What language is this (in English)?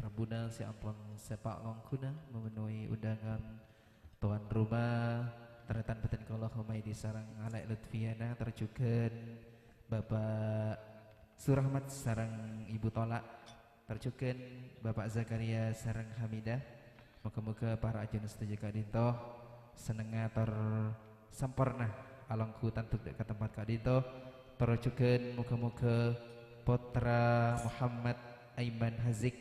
Madurese